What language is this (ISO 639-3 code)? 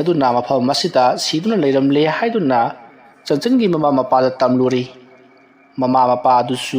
mni